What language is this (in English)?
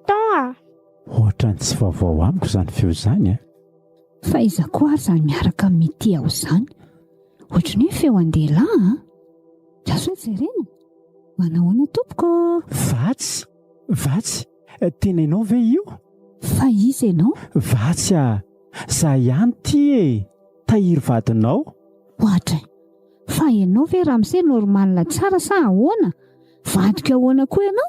Malagasy